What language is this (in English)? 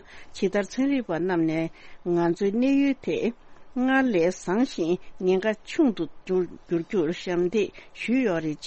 Tibetan